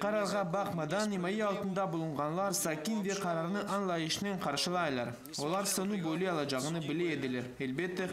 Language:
Crimean Tatar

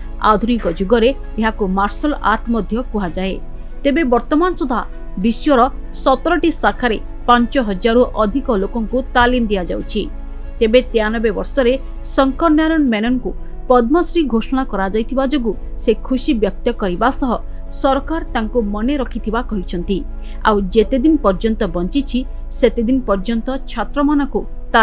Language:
Odia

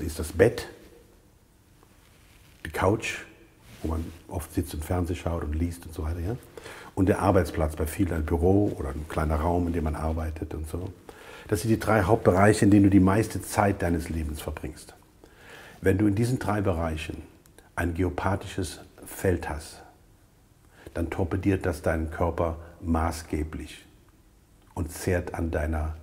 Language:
German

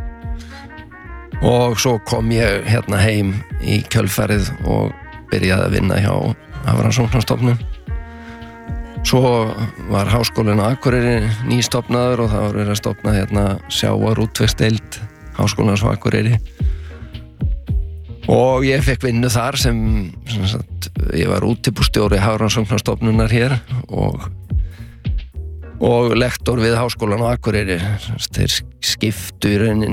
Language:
Icelandic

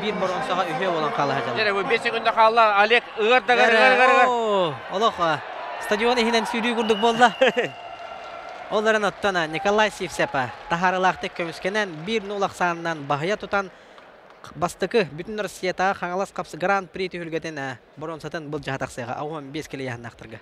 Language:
Yakut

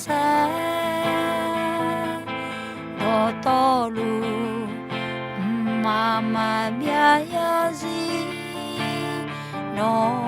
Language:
Akha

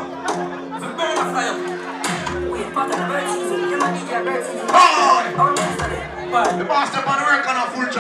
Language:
Jamaican Creole English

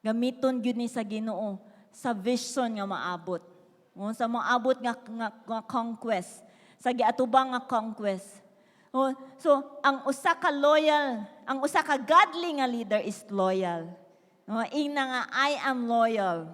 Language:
Cebuano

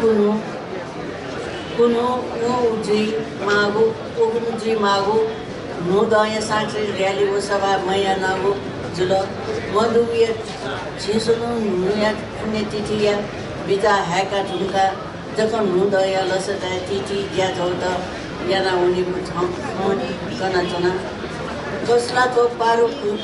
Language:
Newari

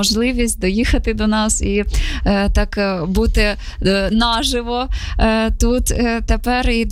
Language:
Ukrainian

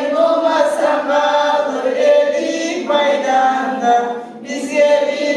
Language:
Kumyk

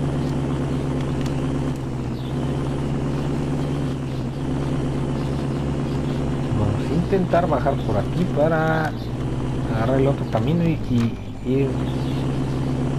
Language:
Spanish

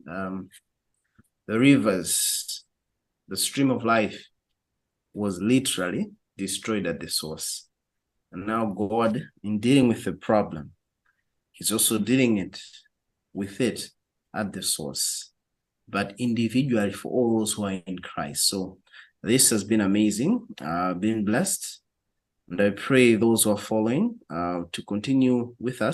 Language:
English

